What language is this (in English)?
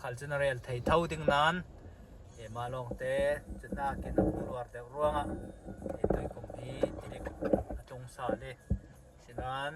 Falam Chin